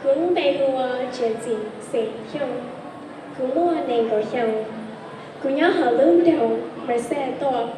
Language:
Hmong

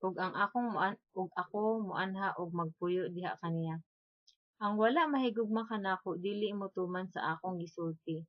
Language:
Cebuano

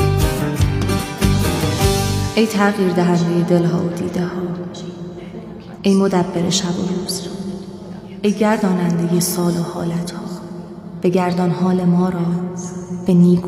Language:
Persian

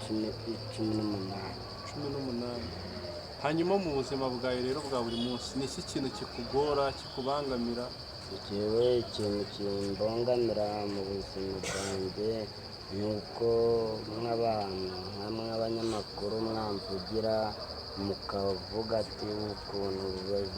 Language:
Kinyarwanda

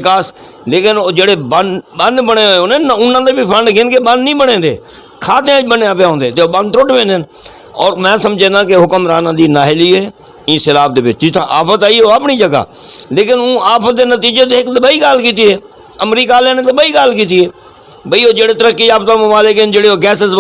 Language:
Saraiki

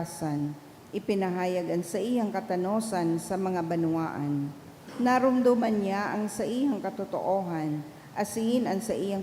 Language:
Bikol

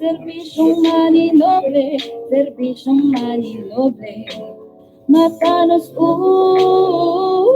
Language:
Bikol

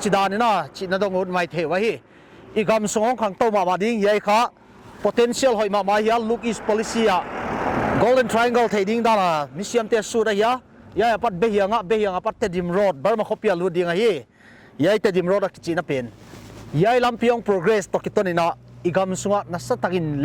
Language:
Paite Chin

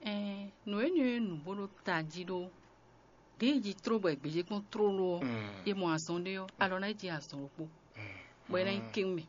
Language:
Fon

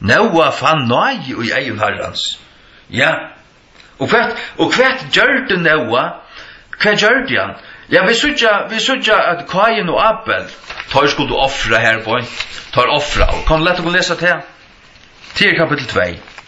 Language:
Faroese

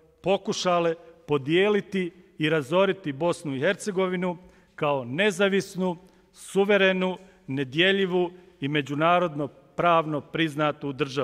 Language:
Bosnian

